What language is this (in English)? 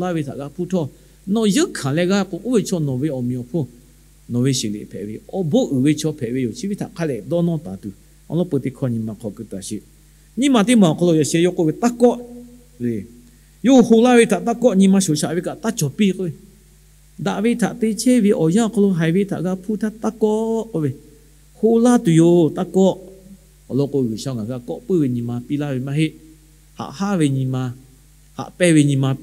Lahu